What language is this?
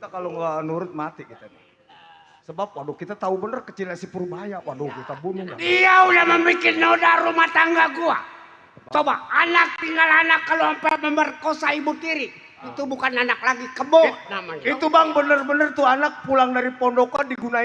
Betawi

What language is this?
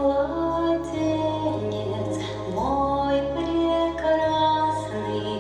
Bashkir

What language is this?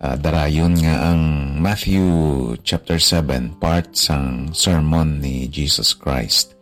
Hiligaynon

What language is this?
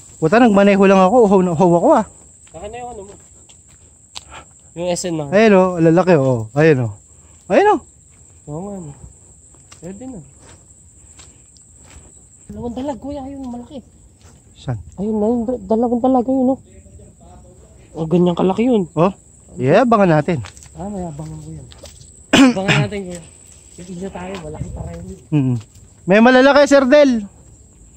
Filipino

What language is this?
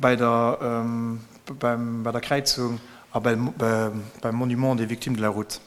Luxembourgish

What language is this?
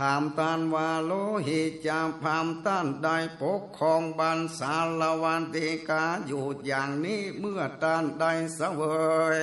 Northern Thai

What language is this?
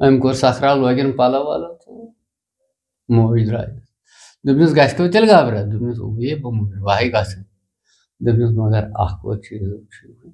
Kashmiri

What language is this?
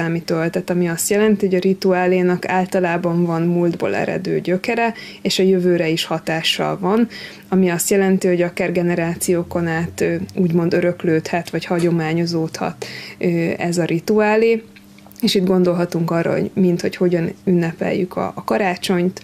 Hungarian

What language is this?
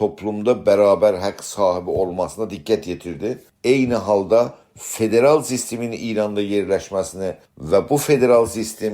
South Azerbaijani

